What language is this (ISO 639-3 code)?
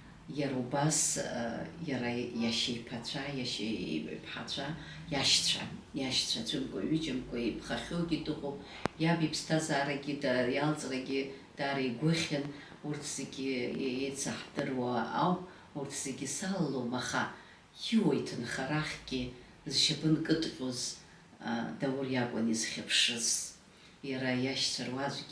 abk